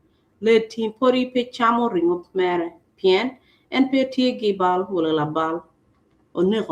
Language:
Acoli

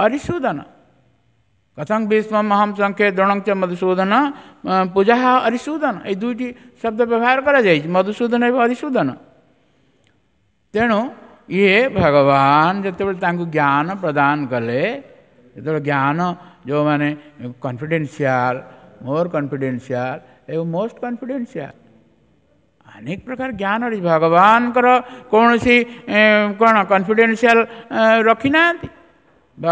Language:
Odia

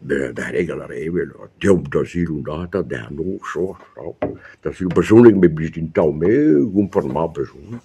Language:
Breton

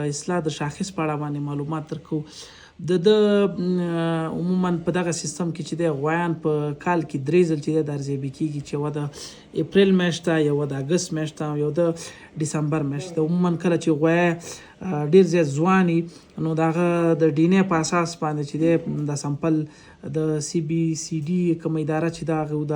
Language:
Pashto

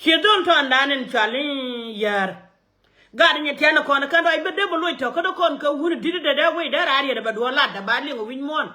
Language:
Nuer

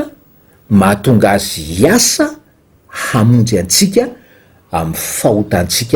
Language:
Malagasy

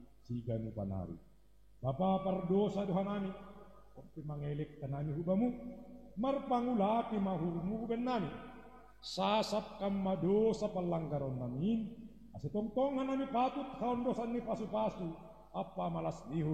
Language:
Batak Simalungun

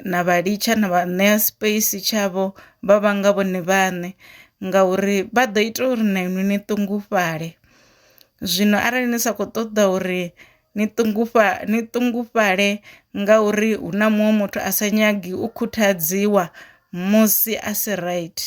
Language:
Venda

